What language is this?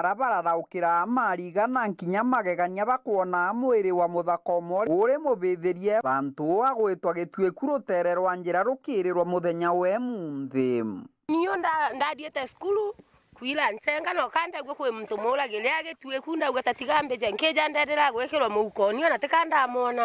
Meru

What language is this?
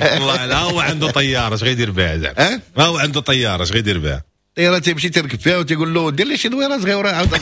Moroccan Arabic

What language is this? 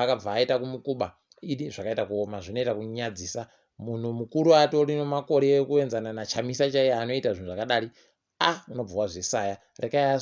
Ndau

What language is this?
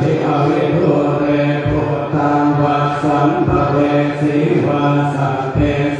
Pali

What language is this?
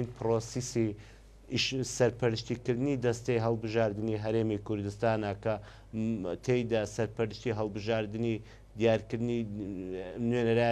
Central Kurdish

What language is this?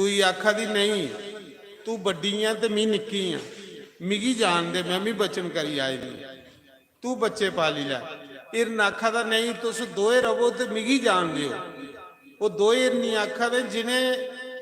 Dogri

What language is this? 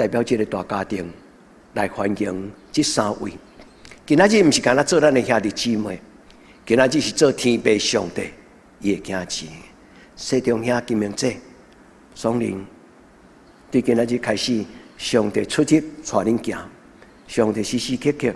Min Nan Chinese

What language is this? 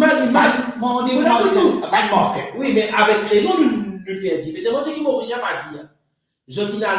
Morisyen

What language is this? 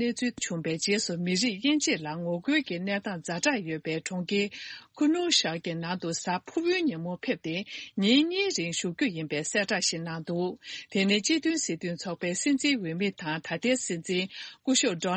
Tibetan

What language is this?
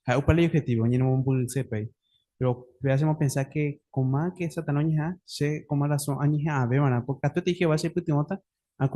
Guarani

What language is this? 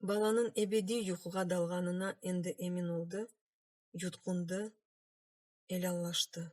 Crimean Tatar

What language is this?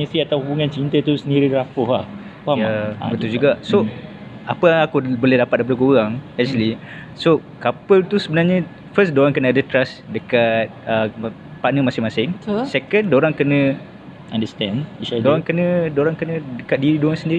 Malay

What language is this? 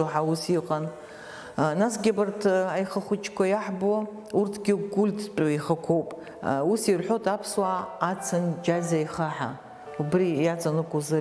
Abkhazian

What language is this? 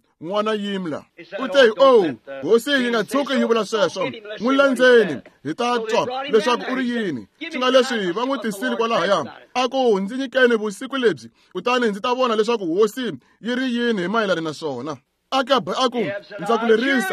Tsonga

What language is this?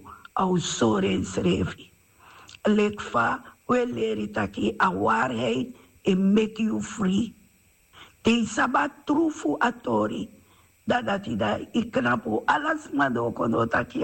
Sranan Tongo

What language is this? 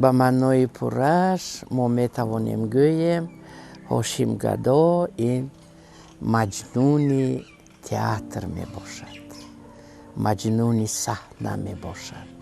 Tajik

